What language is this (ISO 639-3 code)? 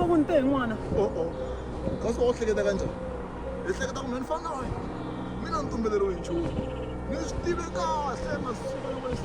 tso